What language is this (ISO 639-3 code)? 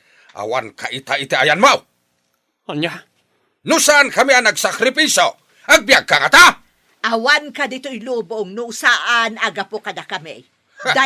ilo